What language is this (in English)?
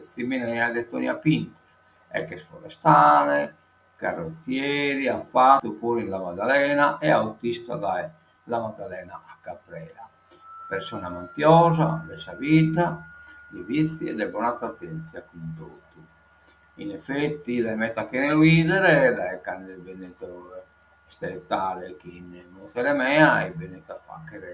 Sardinian